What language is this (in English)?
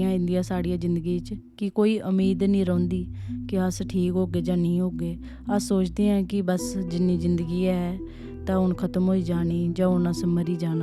Dogri